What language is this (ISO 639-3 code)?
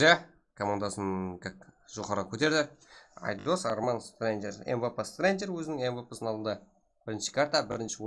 kaa